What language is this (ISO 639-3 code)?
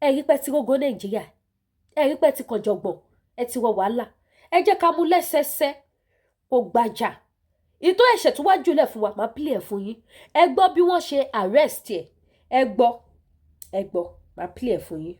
yor